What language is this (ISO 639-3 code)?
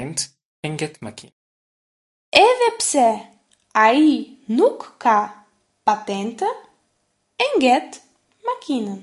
sqi